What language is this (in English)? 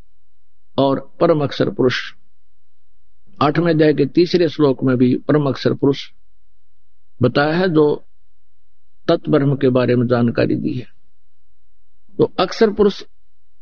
Hindi